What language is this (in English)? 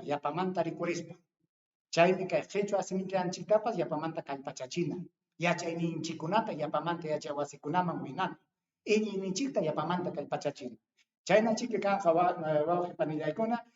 Ayacucho Quechua